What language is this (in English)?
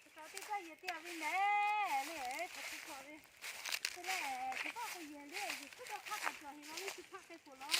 Lahu